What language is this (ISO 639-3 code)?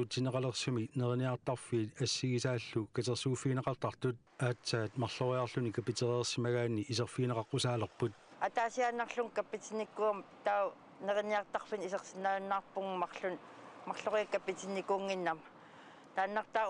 kal